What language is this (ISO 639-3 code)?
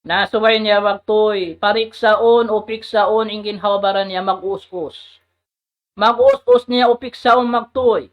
tsg